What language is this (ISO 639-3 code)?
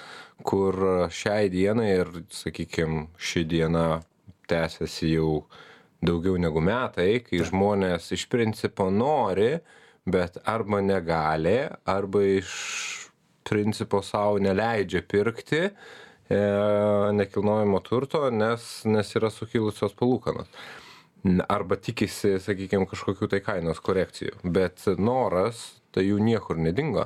lit